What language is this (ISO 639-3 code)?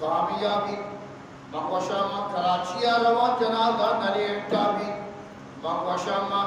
bgp